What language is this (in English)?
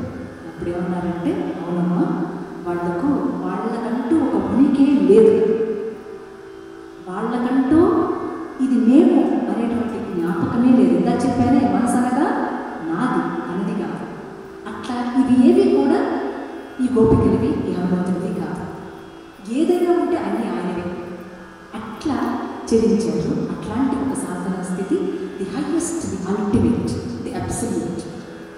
Telugu